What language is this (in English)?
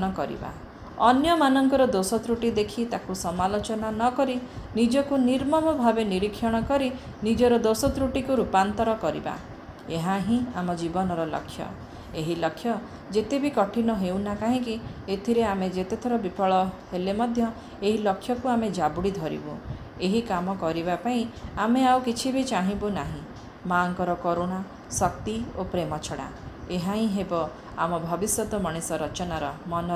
Odia